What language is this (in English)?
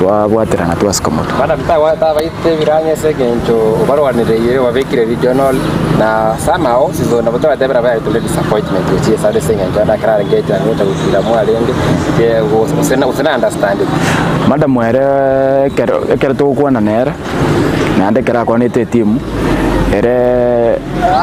Gusii